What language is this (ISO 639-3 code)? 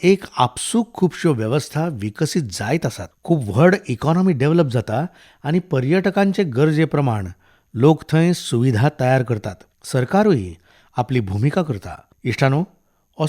kok